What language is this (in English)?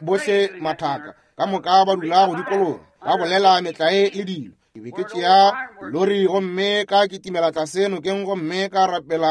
Northern Sotho